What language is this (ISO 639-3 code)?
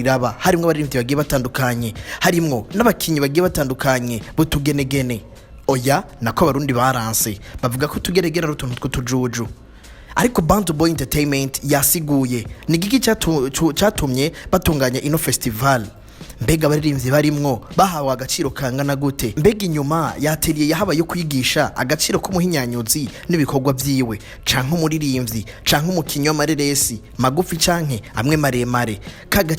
run